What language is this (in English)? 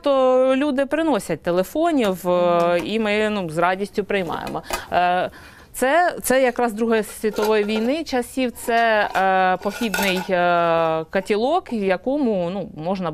Ukrainian